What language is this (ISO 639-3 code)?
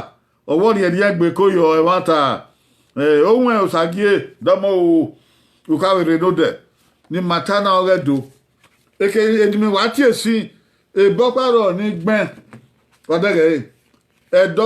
bin